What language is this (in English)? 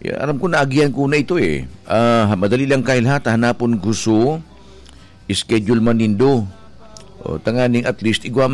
Bikol